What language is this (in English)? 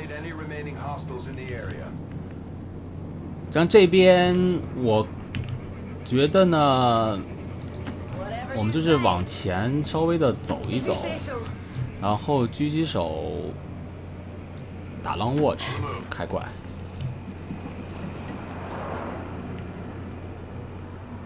Chinese